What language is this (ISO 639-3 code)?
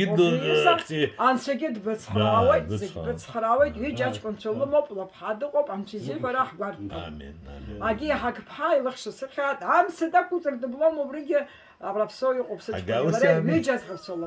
abk